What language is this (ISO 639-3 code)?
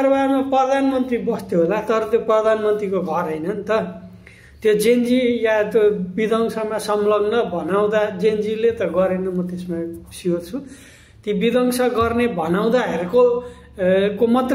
nep